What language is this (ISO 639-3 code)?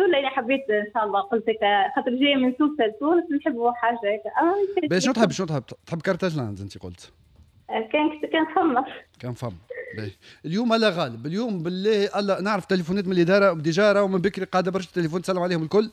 aeb